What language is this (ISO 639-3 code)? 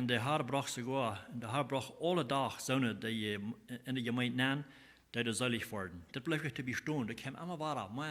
pdt